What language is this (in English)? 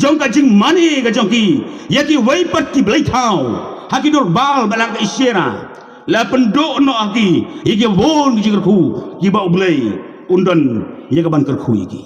Khasi